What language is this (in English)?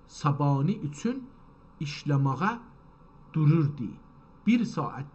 South Azerbaijani